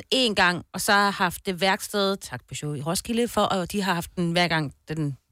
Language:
Danish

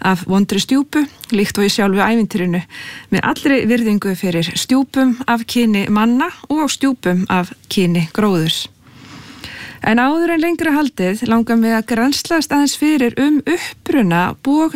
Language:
Icelandic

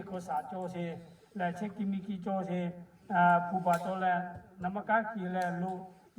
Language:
Lahu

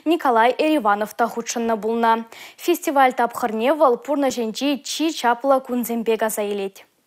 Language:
Chuvash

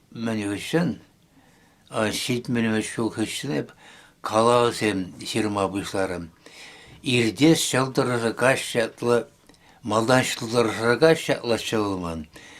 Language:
Chuvash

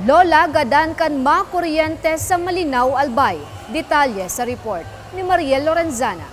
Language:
Bikol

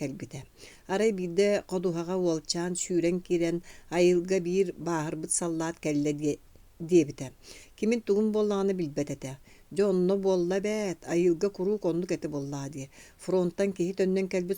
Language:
Yakut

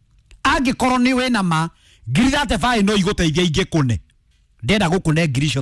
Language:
Kikuyu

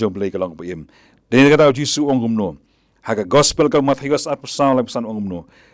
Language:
Khasi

